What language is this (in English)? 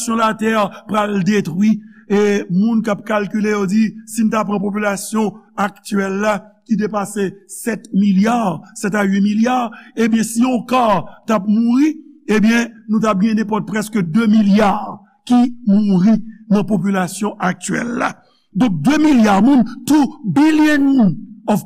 Haitian Creole